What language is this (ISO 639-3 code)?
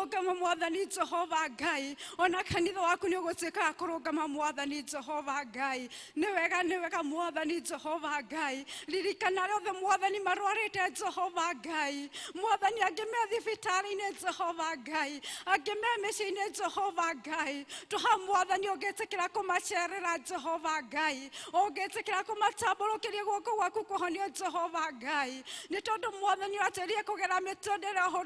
kik